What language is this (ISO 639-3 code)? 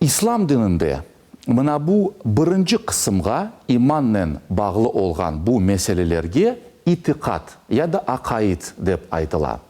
crh